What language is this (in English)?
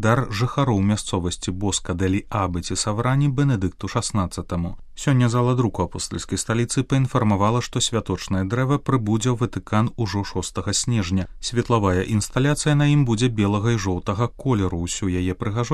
Belarusian